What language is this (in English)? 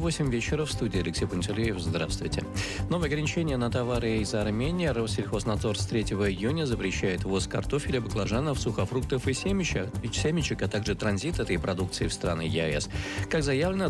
Russian